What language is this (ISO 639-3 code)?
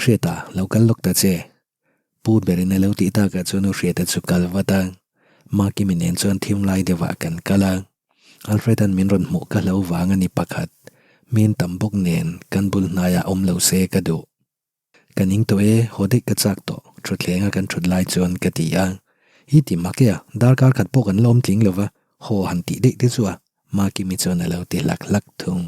lus